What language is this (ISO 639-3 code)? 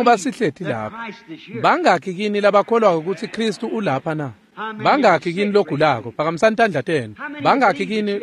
ssw